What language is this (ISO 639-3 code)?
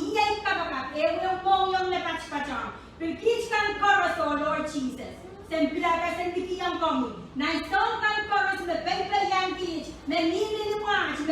pon